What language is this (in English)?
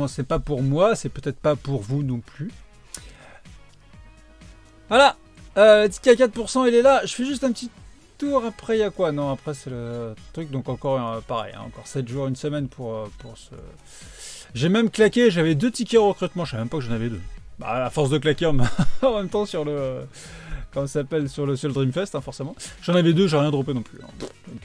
French